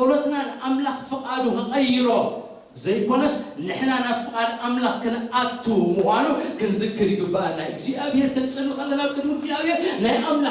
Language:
Tigrinya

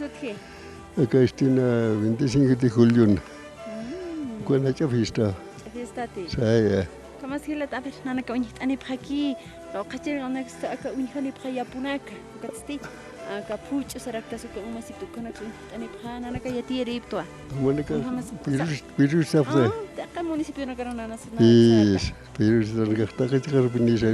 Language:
Aymara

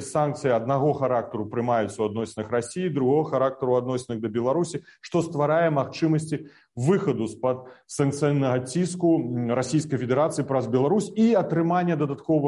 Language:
Belarusian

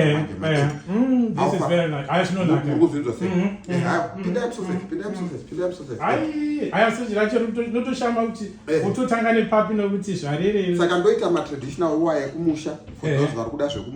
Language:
Shona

